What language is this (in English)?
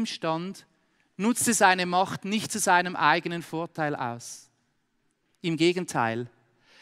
Swiss German